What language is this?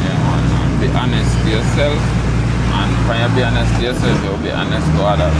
Jamaican Creole English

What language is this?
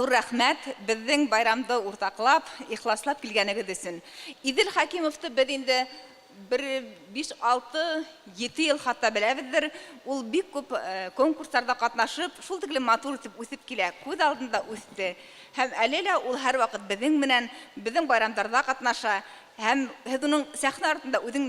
Bashkir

